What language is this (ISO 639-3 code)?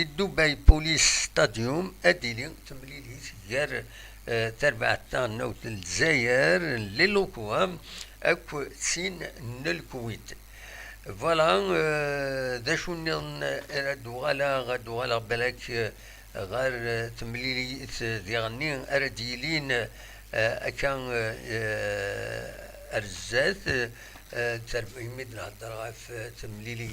kab